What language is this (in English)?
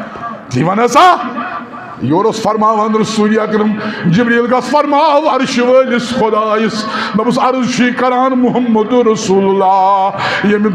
Kashmiri